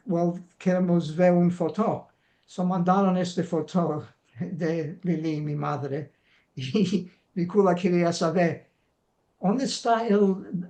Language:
Ladino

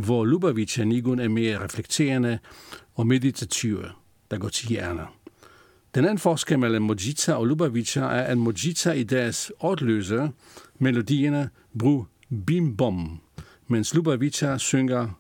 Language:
Danish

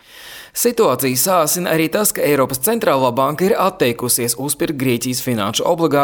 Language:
Latvian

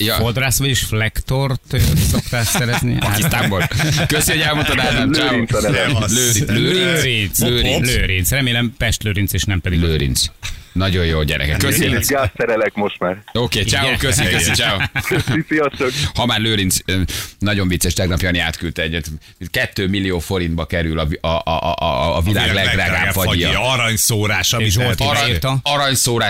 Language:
Hungarian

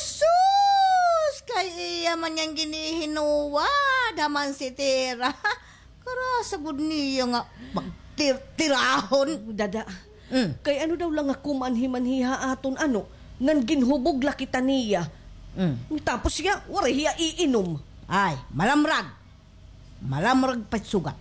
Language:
Waray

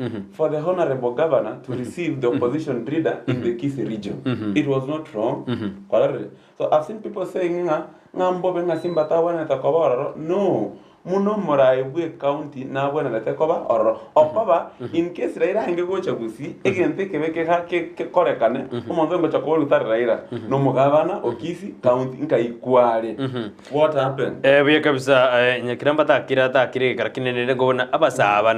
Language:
Gusii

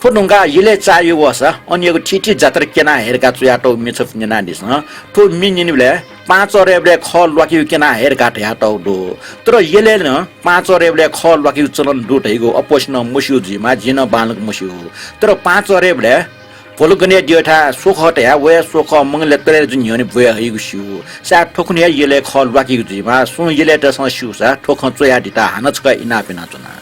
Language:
Newari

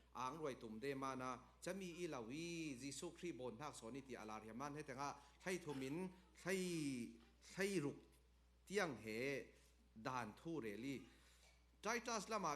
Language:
Falam Chin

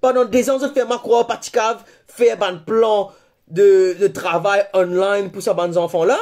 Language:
Morisyen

